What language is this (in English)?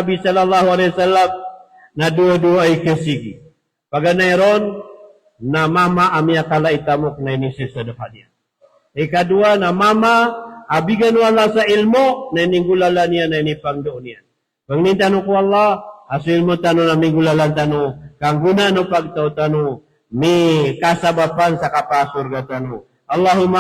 Maranao